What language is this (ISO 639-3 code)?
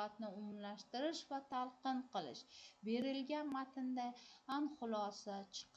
uzb